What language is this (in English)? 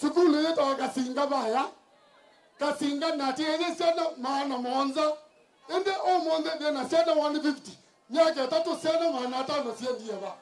Kamba